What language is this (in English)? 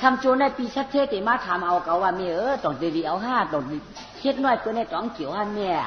Shan